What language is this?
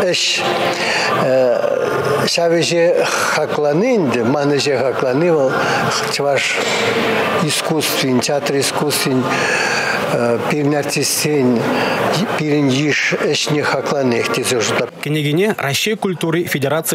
Chuvash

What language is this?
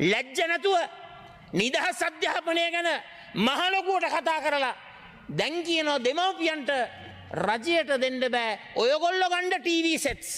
Sinhala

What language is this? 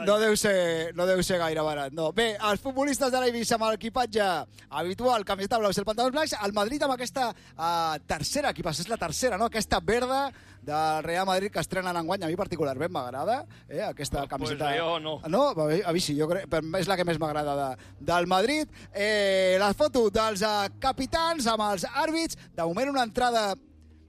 Catalan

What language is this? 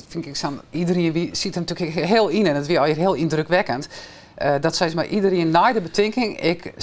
Western Frisian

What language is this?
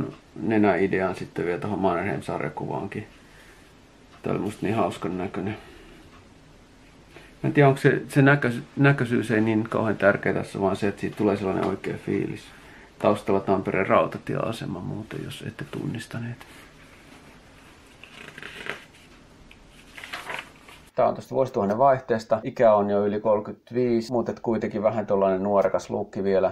Finnish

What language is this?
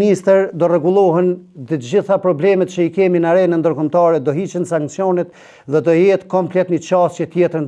Albanian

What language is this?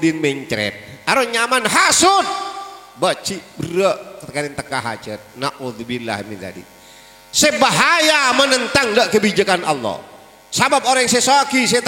Madurese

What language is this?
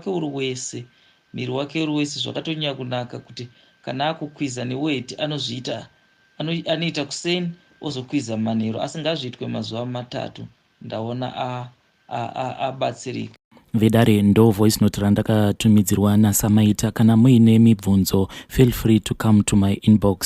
Shona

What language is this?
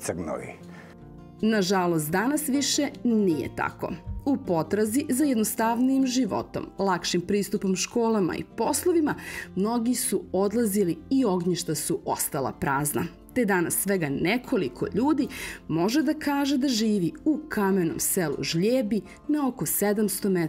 Serbian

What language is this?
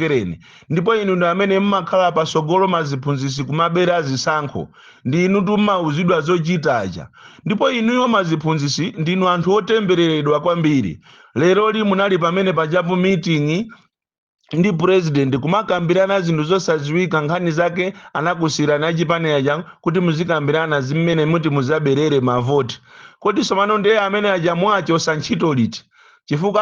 Nyanja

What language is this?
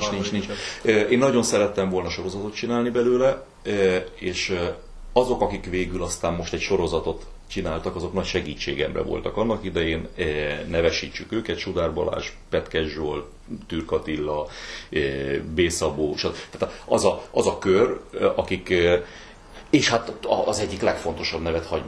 Hungarian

